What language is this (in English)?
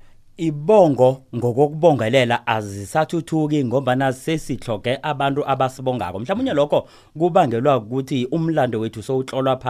South Ndebele